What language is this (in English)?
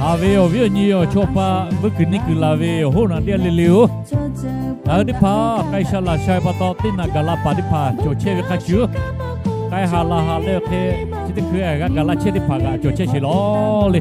Lahu